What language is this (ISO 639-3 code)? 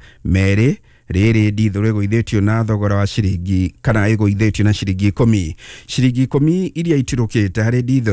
kik